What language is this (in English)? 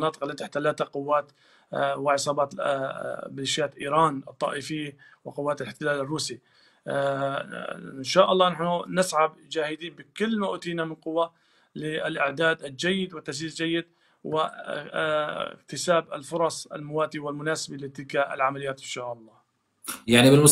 Arabic